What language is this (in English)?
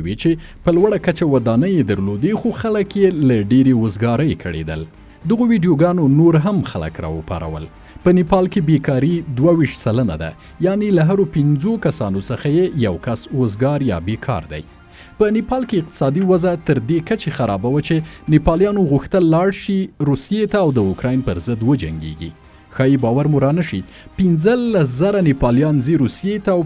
Pashto